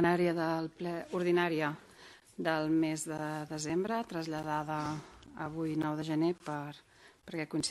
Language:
Catalan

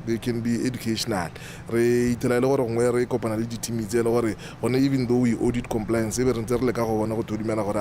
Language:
Tswana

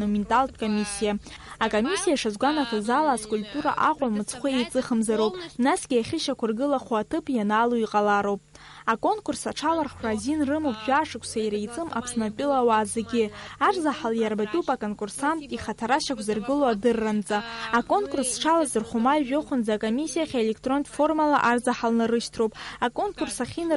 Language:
Abkhazian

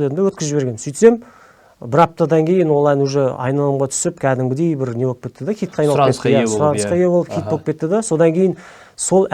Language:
Kazakh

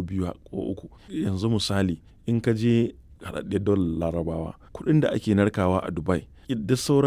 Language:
Hausa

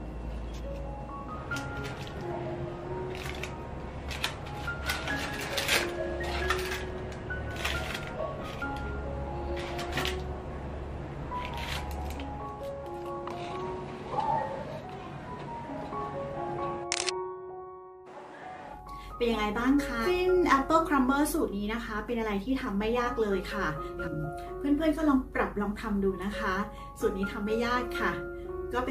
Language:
Thai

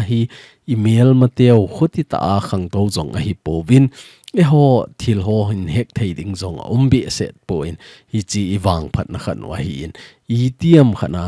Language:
Thado Chin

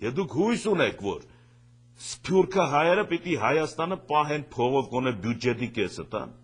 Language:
Armenian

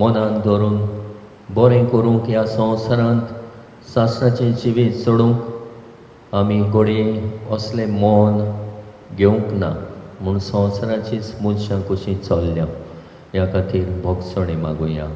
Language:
Konkani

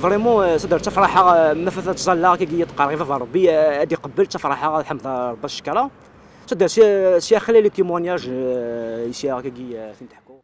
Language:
Kabyle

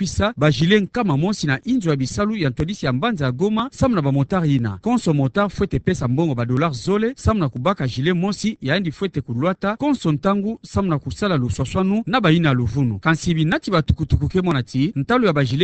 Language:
Kituba (Democratic Republic of Congo)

